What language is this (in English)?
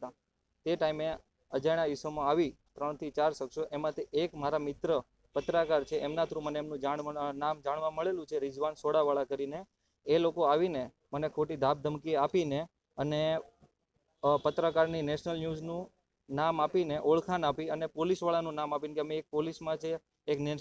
Gujarati